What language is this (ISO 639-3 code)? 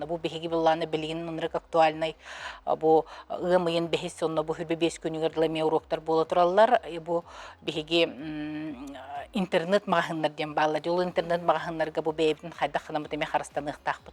sah